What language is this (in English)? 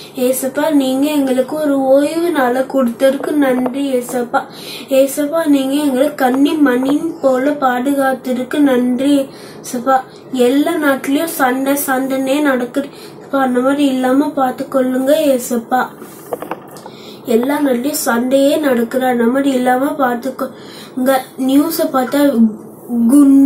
Tamil